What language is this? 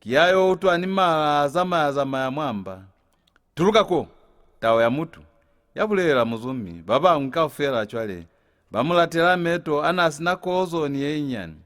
Lozi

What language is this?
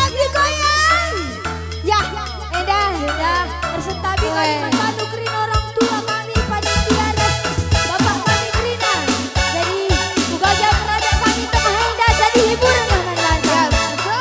Batak Karo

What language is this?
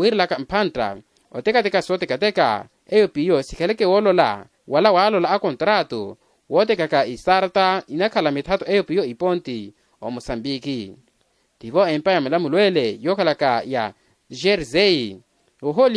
Makhuwa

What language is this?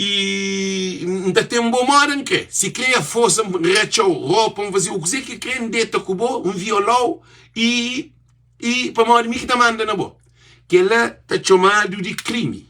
Kabuverdianu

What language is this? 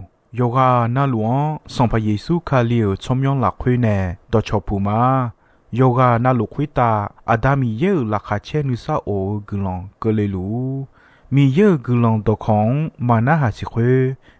Akha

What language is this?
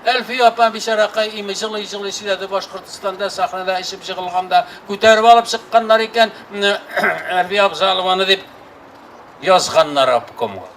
Tatar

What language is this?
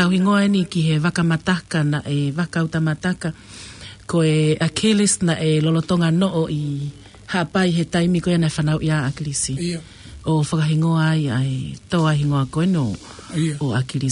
Tongan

